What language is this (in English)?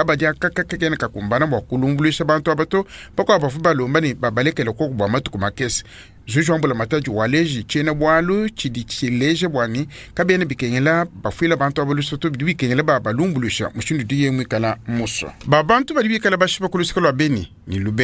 Luba-Lulua